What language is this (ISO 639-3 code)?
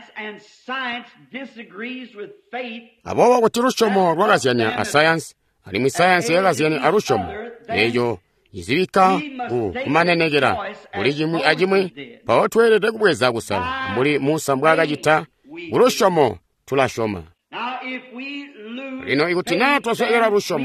toi